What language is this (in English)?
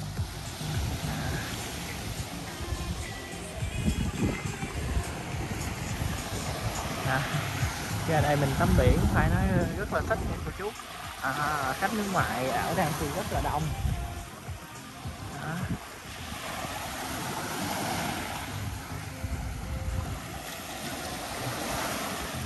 Vietnamese